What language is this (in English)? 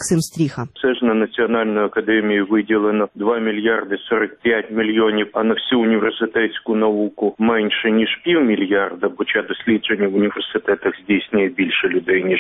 Ukrainian